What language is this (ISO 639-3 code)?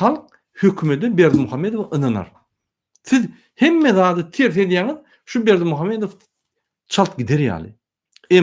tuk